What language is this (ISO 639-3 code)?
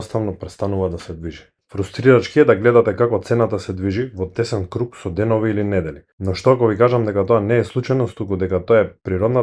mkd